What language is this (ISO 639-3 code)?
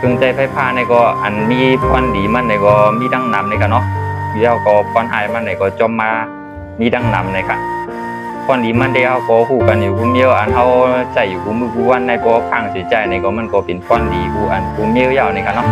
shn